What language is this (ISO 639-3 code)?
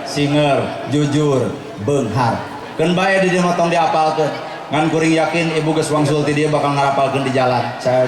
sun